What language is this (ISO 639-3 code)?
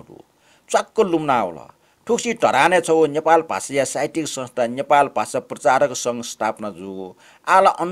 new